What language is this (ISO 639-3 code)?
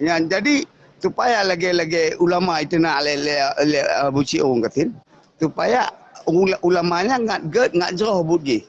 ace